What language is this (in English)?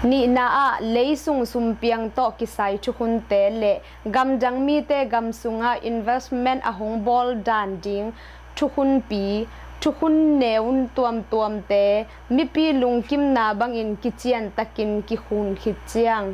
Tedim Chin